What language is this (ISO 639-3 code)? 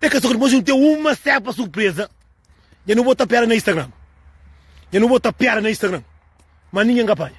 kea